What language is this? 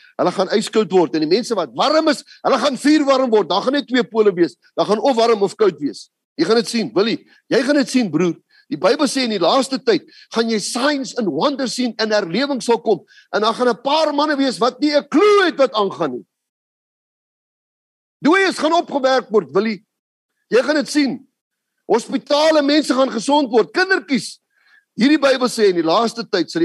Afrikaans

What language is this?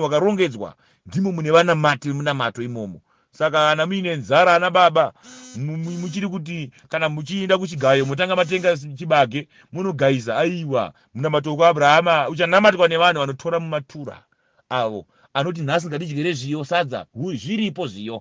Shona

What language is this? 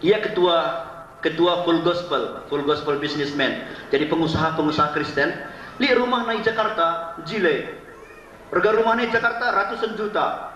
Batak Karo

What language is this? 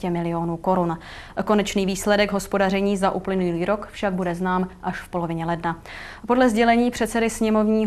Czech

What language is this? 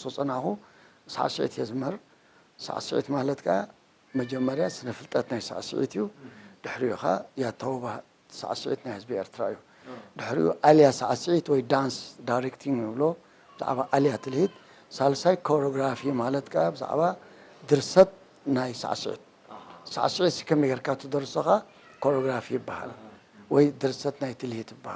Tigrinya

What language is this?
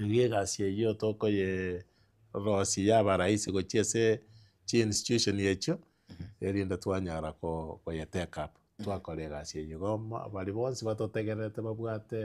Gusii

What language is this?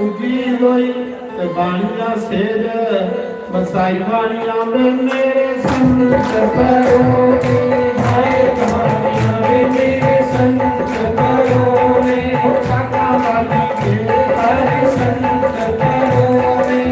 Dogri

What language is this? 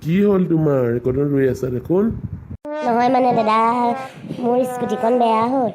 Assamese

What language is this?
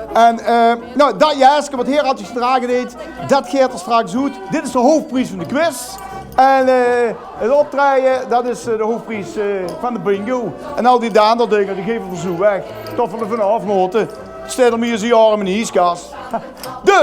Limburgish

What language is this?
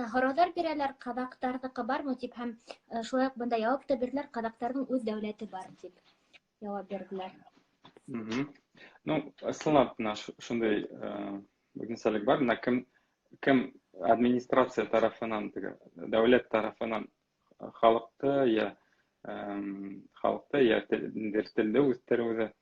Bashkir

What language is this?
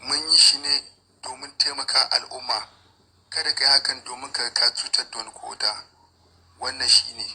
Hausa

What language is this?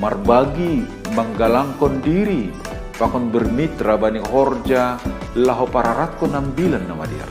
Batak Simalungun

